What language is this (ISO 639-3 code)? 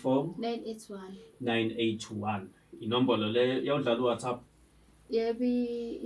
zul